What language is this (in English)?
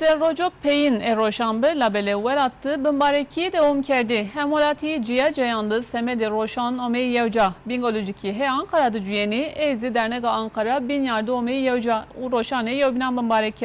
Zaza